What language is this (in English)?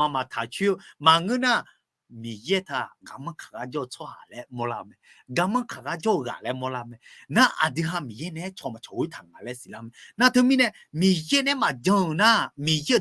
Akha